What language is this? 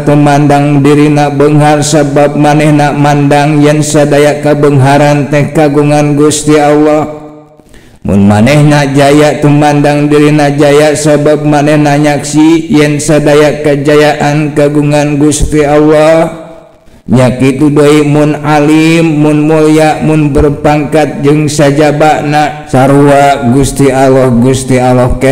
Sundanese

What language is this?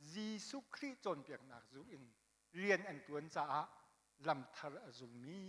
Hakha Chin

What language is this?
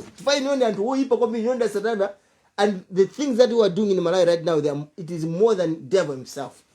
Nyanja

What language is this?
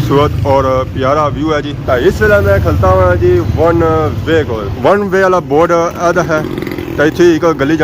Pahari-Potwari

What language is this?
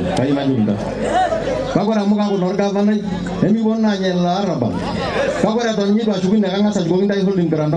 Masai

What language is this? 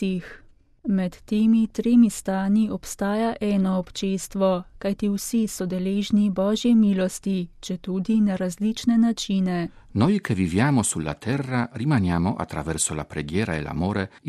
Slovenian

